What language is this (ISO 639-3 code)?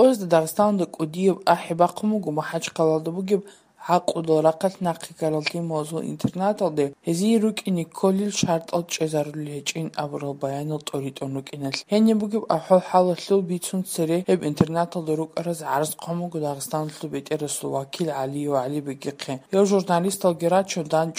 ava